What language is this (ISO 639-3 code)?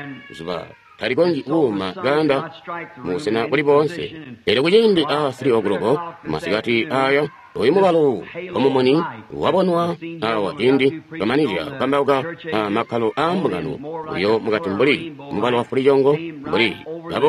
toi